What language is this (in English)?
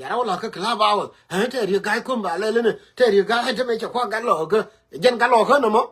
Nuer